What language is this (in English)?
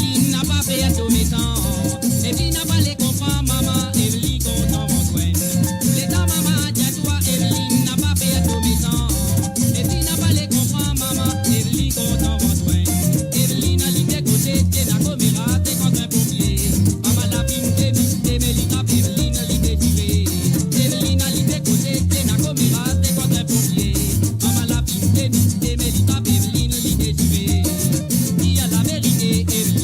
Morisyen